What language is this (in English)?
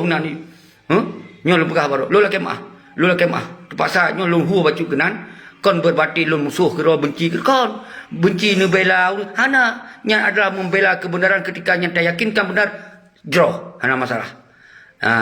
Achinese